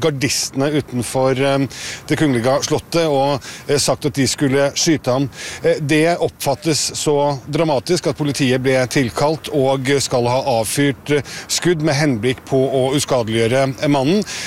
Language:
Norwegian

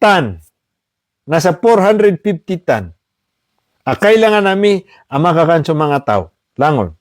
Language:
Maranao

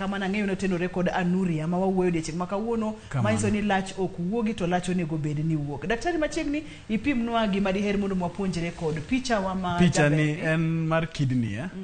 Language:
Luo (Kenya and Tanzania)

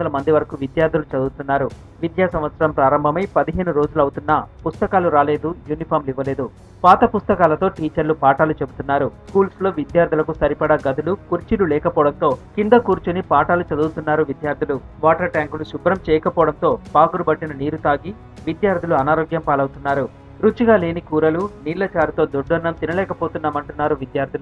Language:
Telugu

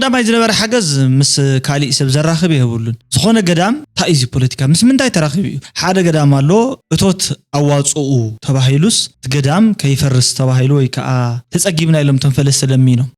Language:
Tigrinya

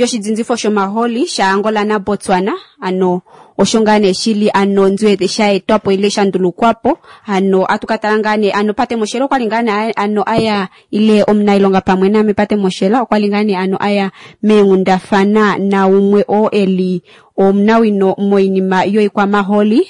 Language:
Kuanyama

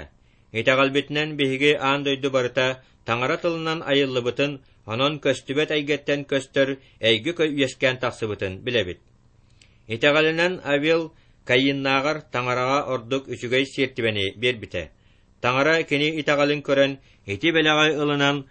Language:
Yakut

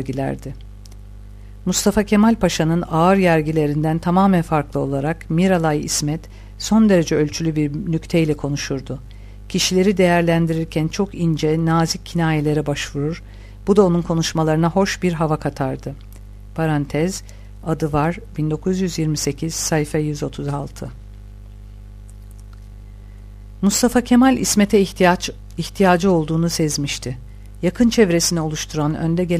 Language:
Turkish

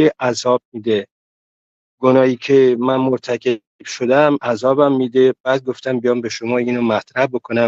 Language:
Persian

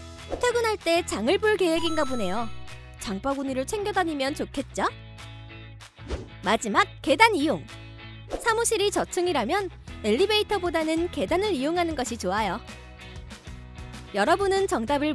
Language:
Korean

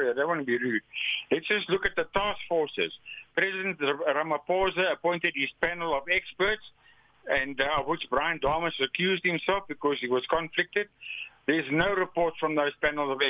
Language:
English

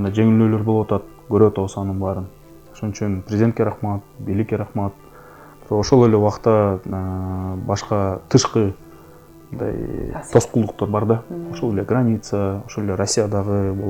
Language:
Kyrgyz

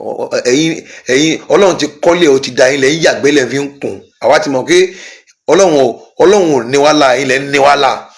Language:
Yoruba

